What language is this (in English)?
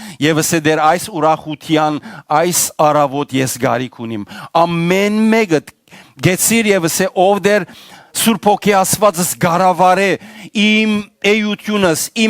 Western Armenian